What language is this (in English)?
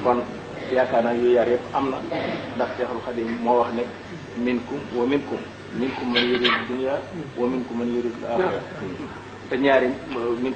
Wolof